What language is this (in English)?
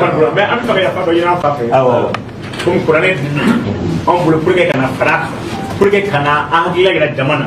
Bambara